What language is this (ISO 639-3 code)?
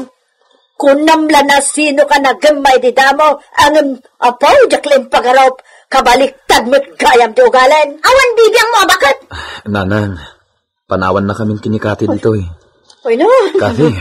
ilo